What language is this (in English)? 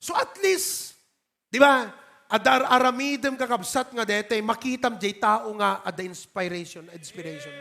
Iloko